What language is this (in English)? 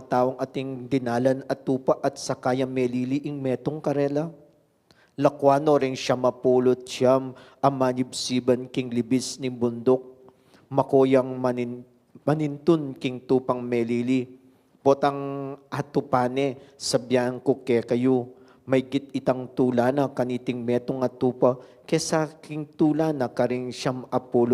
Pampanga